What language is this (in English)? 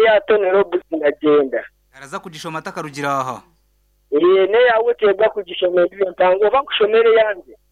Nyankole